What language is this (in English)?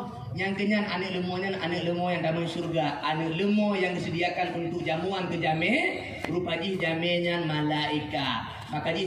Achinese